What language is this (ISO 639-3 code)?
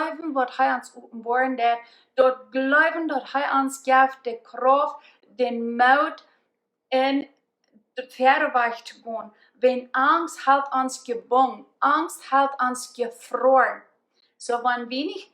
pdt